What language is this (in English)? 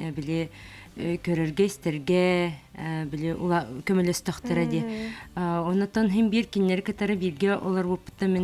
Yakut